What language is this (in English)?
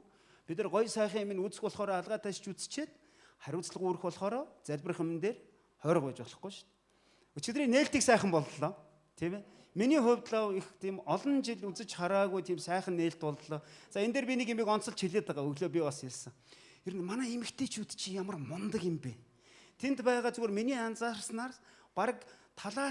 Mongolian